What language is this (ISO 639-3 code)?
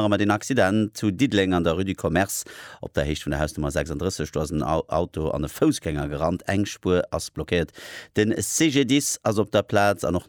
ltz